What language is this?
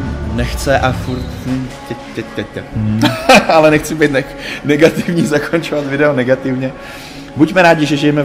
Czech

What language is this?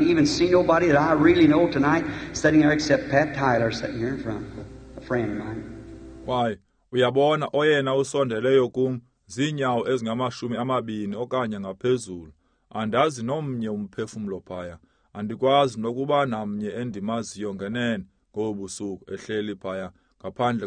Xhosa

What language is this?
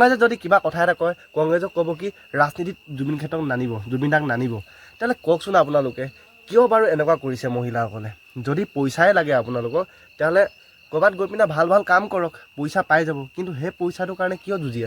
Assamese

